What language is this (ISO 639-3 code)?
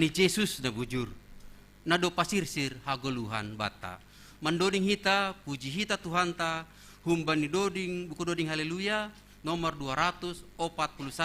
bts